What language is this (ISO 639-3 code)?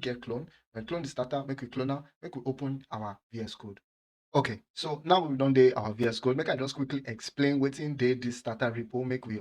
pcm